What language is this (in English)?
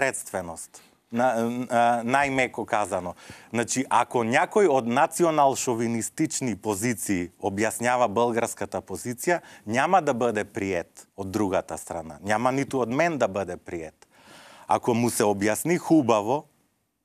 Macedonian